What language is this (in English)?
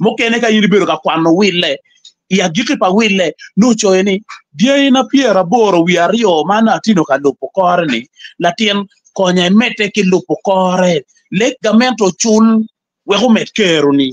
Acoli